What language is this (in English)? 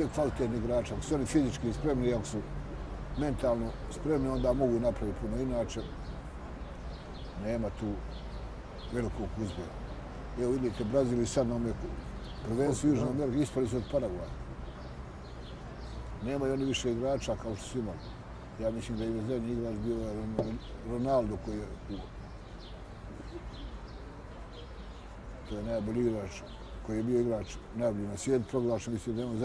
Bosnian